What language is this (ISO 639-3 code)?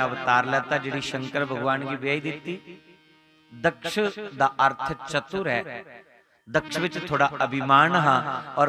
doi